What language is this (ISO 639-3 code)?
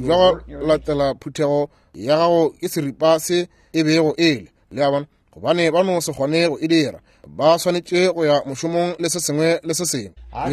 nso